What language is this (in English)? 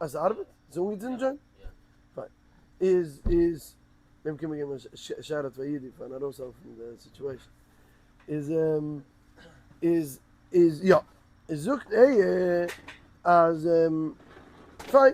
Yiddish